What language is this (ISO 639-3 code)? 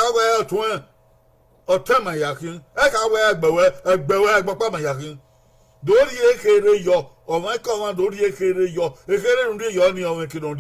bin